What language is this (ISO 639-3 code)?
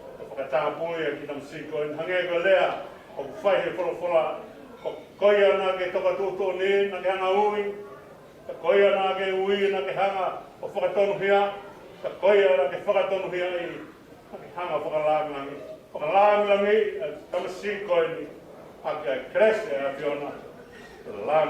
ton